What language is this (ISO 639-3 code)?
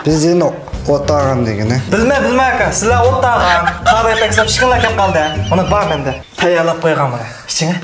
uig